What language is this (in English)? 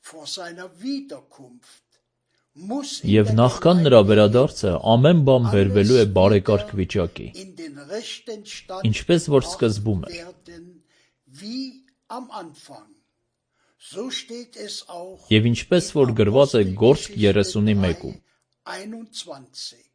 Armenian